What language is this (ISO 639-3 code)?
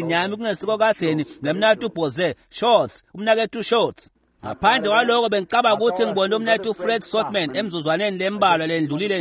ssw